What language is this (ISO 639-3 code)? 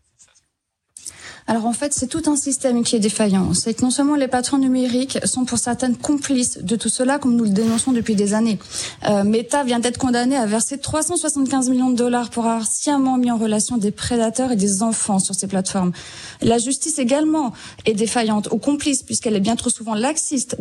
fra